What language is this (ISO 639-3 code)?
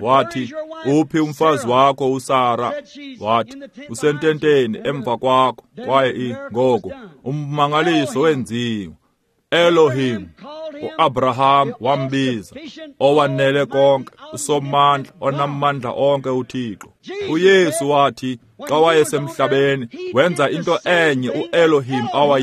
xho